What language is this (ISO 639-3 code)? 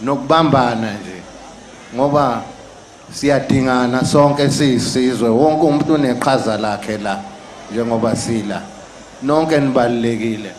zul